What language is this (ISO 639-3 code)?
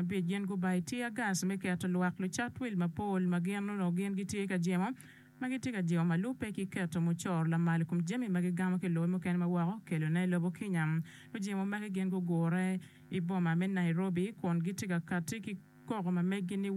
ach